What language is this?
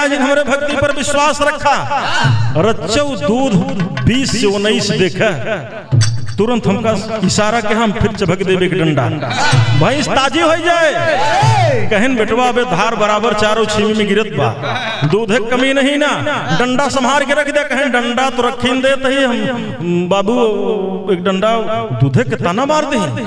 Bhojpuri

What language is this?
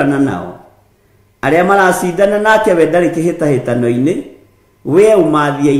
Kikuyu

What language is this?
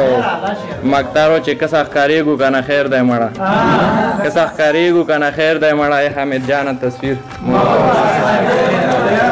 Pashto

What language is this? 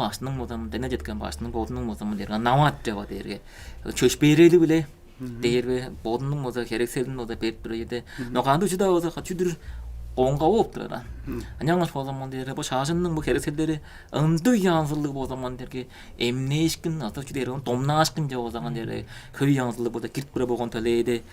Tuvinian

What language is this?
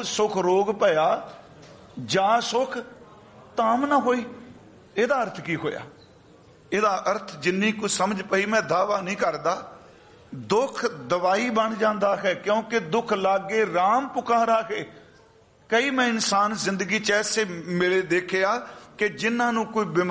Punjabi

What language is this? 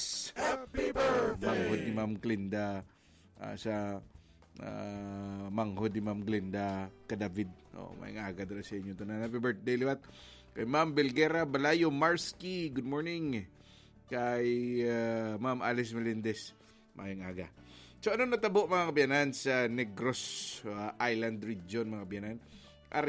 Hiligaynon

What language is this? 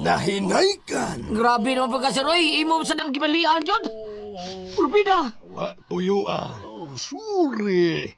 Cebuano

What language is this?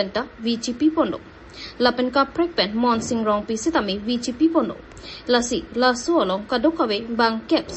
Karbi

